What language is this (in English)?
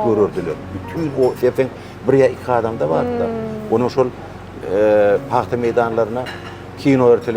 Turkmen